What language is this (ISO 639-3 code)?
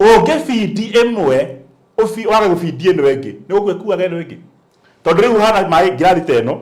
kik